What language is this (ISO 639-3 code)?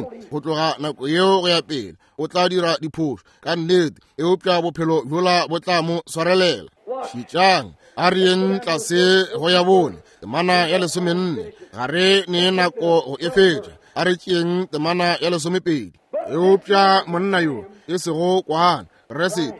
nso